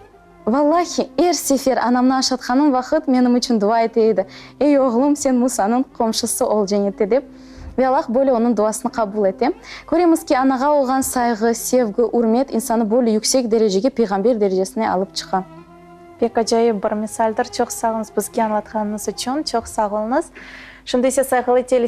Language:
Crimean Tatar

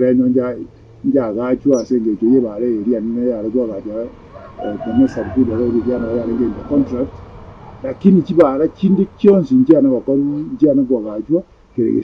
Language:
Gusii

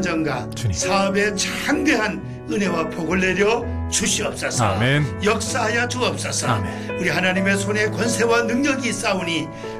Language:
Korean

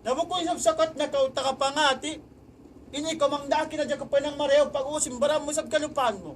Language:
Tausug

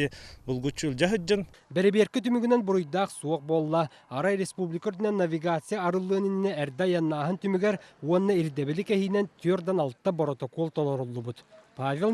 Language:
Yakut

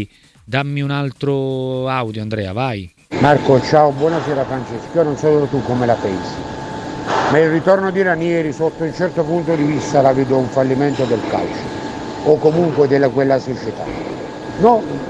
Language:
Italian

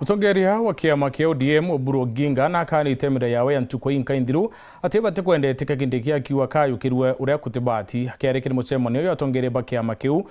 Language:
Meru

